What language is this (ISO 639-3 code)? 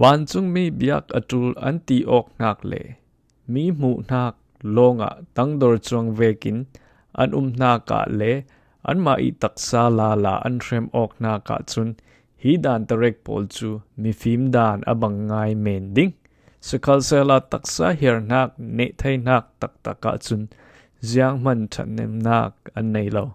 cfm